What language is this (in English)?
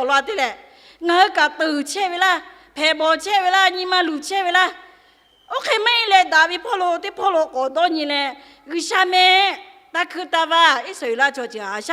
Lahu